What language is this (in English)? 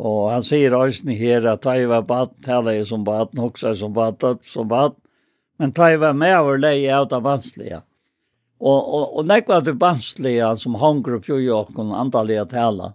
Faroese